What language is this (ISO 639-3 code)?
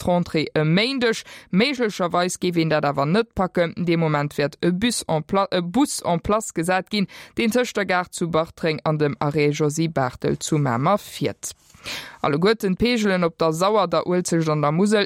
ltz